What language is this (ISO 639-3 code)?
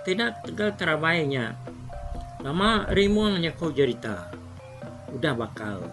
iba